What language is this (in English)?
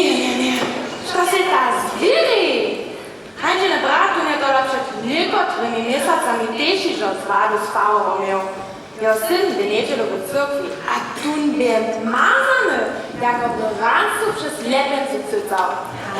Upper Sorbian